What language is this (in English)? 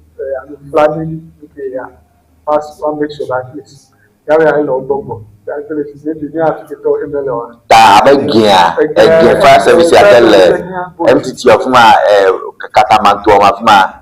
Ewe